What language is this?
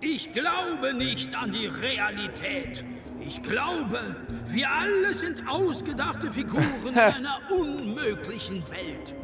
Swiss German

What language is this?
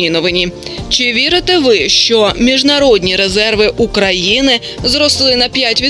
Ukrainian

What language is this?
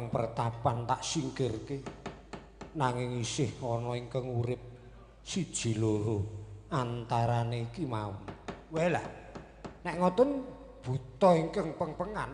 Javanese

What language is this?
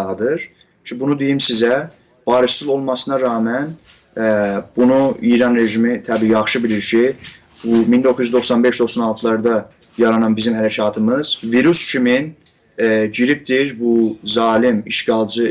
South Azerbaijani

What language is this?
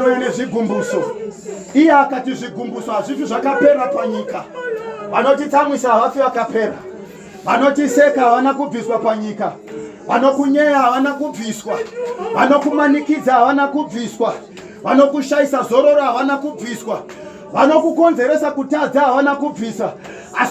Shona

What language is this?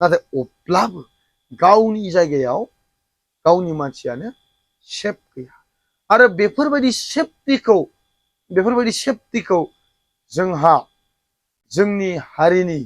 Bodo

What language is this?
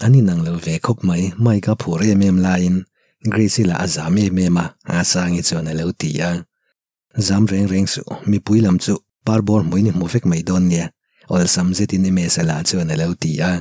Mizo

